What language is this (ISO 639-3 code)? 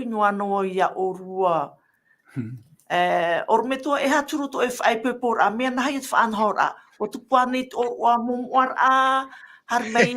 tah